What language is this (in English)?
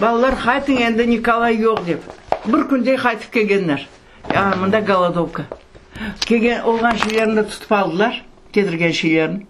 Crimean Tatar